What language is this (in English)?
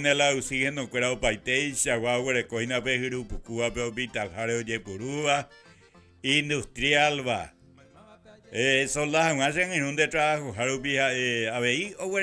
Guarani